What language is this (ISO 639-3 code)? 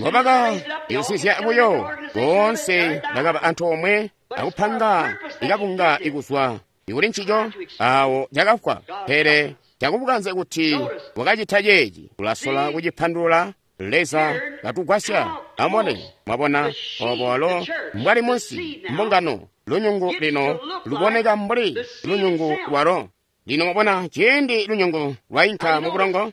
toi